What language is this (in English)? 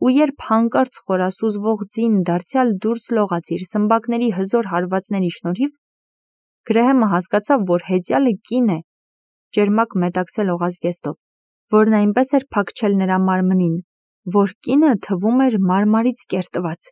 Armenian